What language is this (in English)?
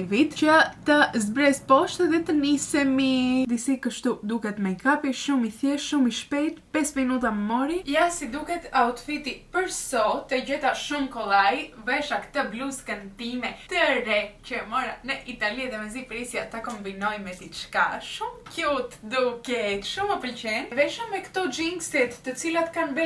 Albanian